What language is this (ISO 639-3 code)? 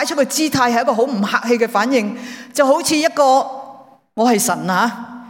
yue